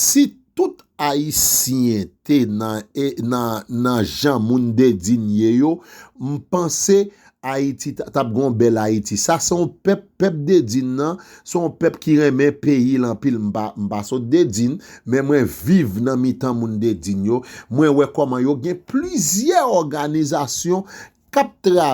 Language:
Haitian Creole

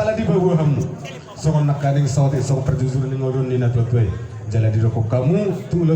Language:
Batak Toba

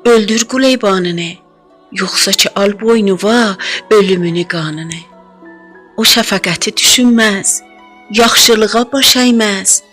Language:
South Azerbaijani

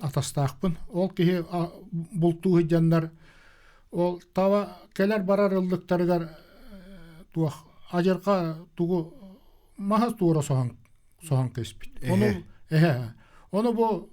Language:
Yakut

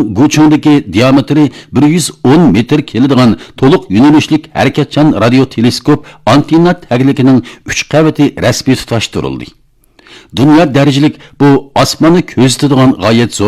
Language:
Uyghur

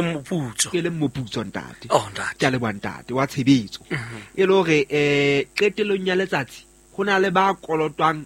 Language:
Southern Sotho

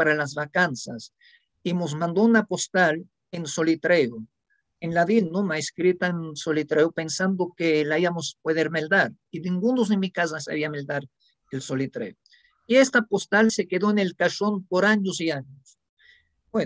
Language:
Ladino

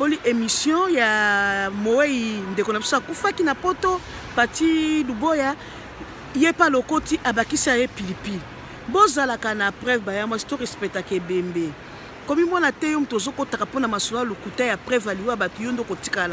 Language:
Lingala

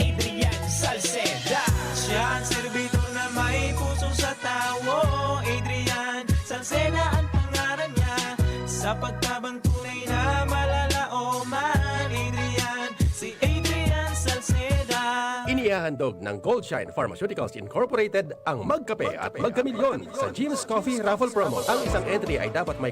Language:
Bikol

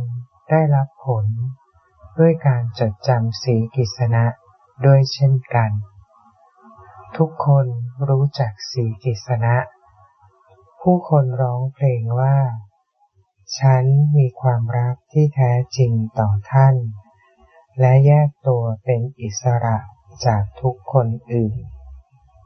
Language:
Thai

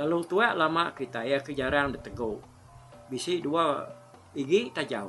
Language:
Iban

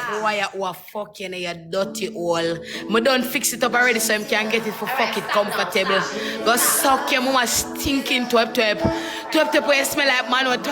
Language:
Jamaican Creole English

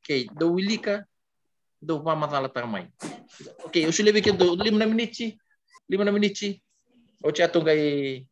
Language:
Fijian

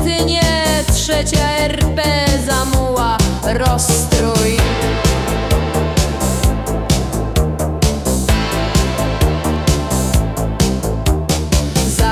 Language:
Polish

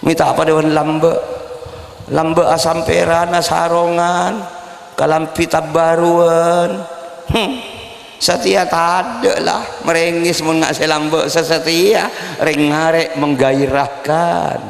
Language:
Madurese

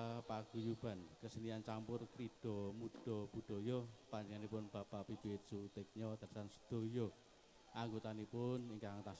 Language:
Javanese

